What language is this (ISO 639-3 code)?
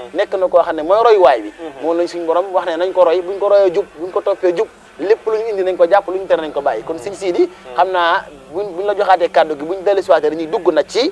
wol